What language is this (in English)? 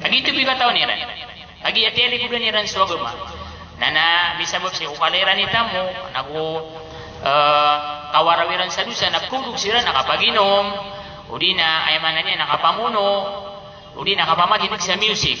Maranao